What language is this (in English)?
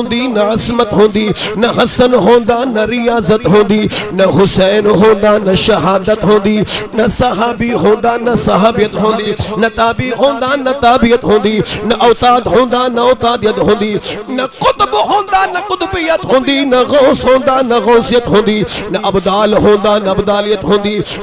Saraiki